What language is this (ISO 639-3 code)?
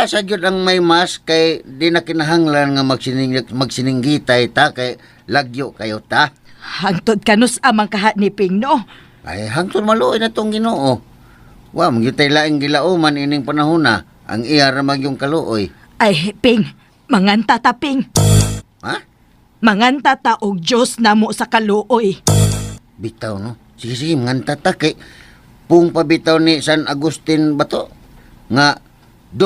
ceb